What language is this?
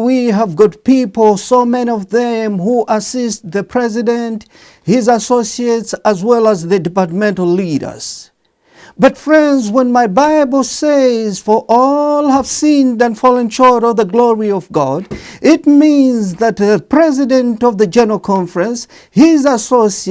English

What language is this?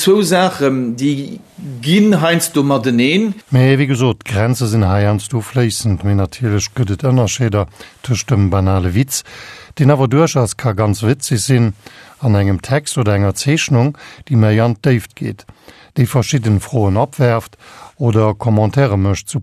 Luxembourgish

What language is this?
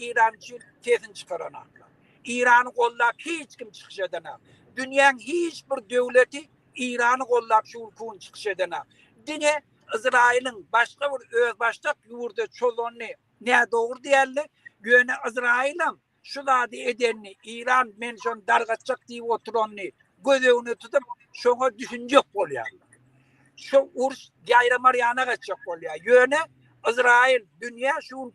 Turkmen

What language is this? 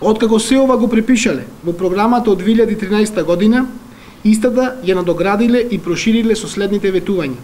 Macedonian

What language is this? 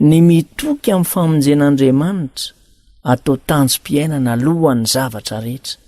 Malagasy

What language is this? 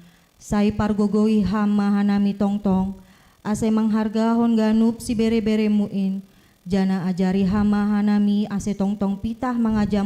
Batak Simalungun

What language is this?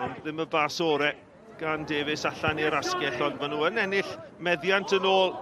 Welsh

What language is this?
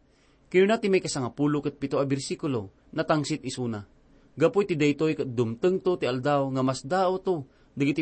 Iloko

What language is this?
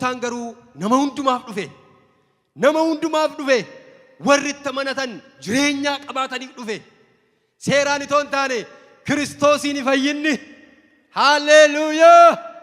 Oromo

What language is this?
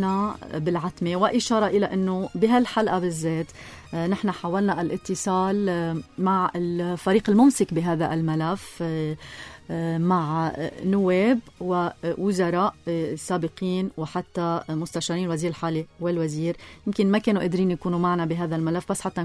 North Levantine Arabic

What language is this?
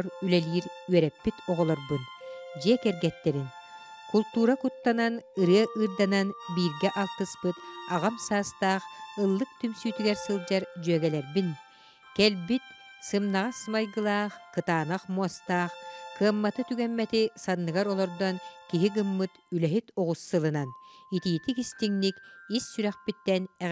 Yakut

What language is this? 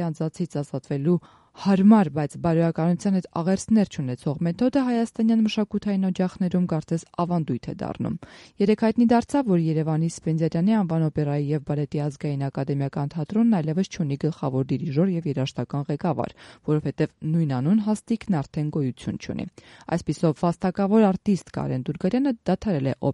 Armenian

